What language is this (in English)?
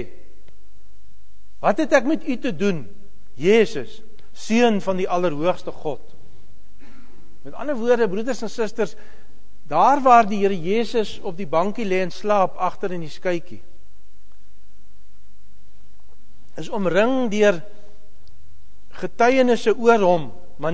Afrikaans